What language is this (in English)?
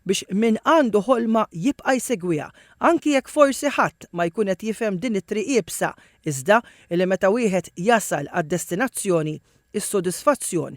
Maltese